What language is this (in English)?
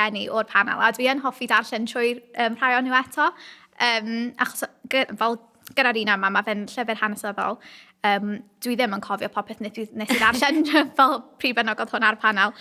Welsh